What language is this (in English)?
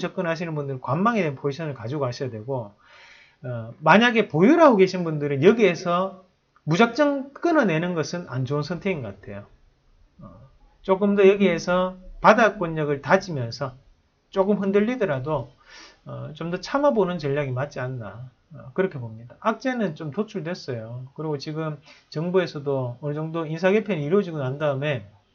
Korean